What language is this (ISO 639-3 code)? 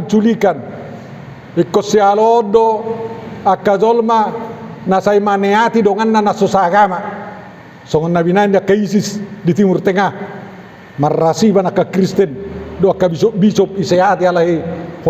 bbc